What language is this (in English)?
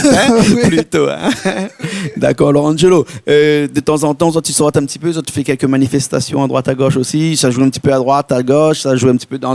Réunion Creole French